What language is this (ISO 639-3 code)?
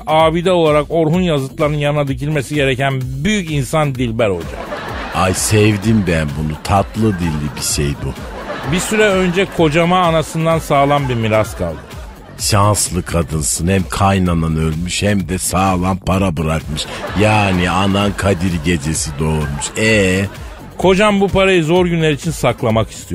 tur